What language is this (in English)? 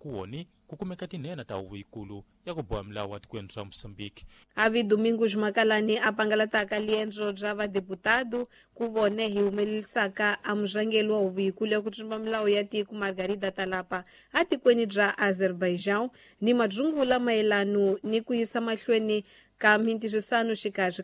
Tsonga